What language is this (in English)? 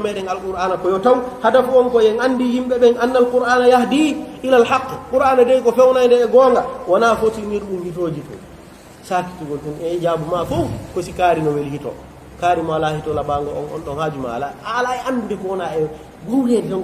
Pular